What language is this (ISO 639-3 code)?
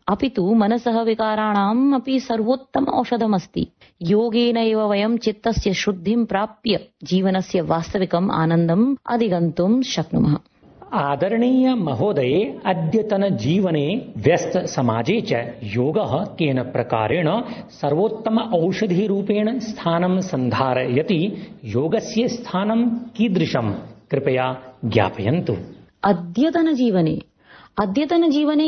san